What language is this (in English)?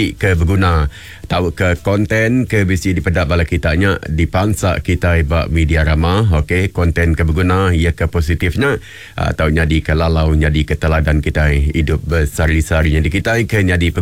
Iban